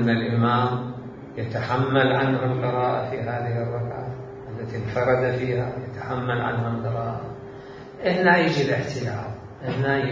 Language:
Mesopotamian Arabic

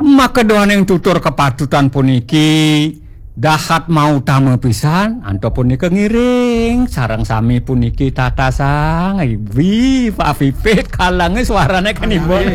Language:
Balinese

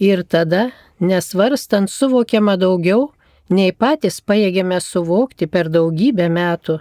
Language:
Lithuanian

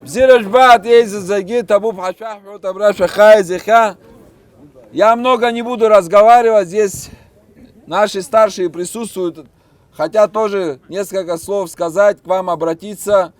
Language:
Abkhazian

